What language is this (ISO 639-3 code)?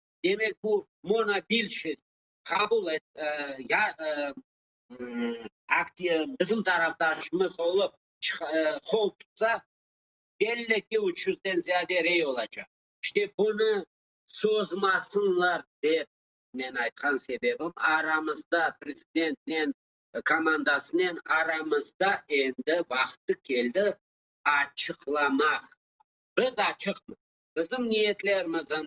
crh